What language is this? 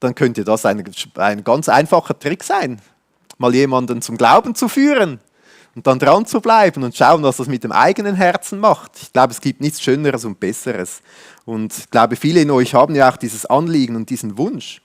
Swiss German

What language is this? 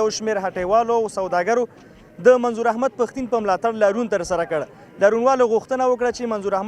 Pashto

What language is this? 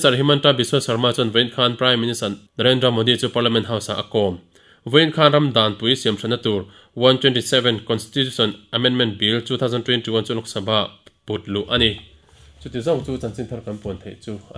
Mizo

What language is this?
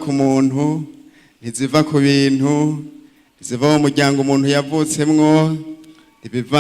Rundi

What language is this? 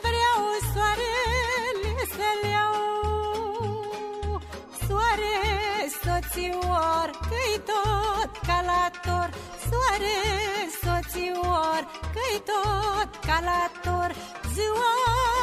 Romanian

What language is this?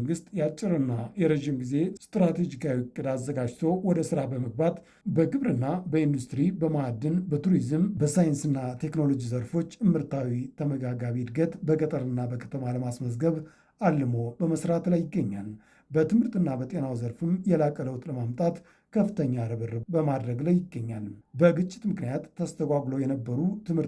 Amharic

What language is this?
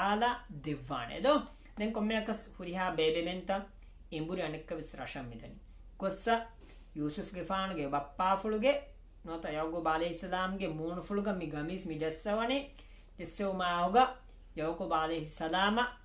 Divehi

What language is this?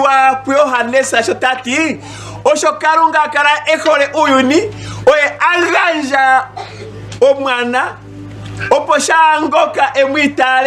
Ndonga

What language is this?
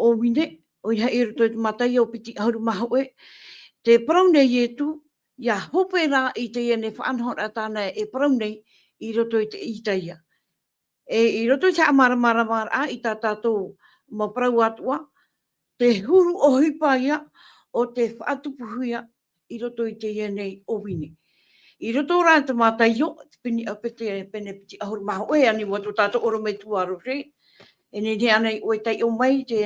Tahitian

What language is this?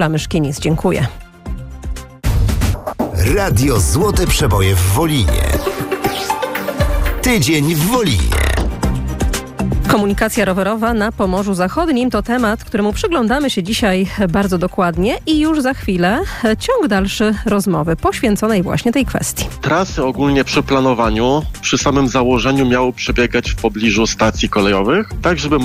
Polish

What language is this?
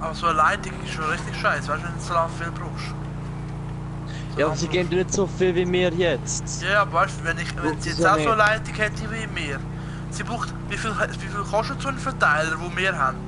Swiss German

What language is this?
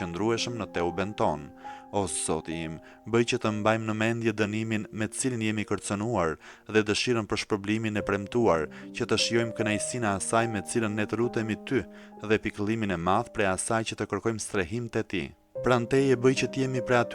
Albanian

